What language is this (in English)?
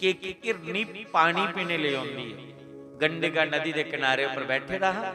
Dogri